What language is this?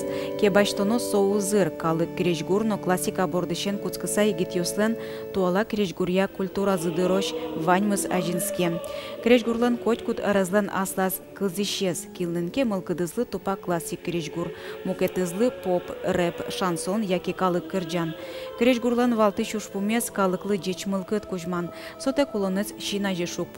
Udmurt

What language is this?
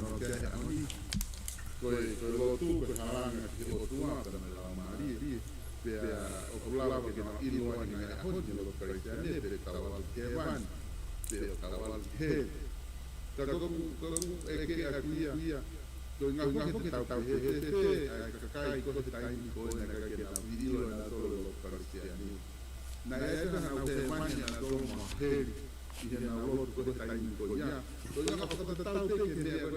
Tongan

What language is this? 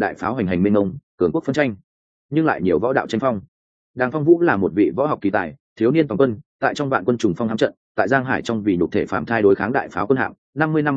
Vietnamese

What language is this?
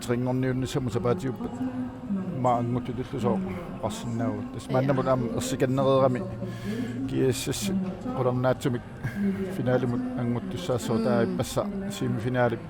Kalaallisut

